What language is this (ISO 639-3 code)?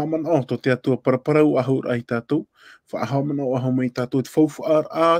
tah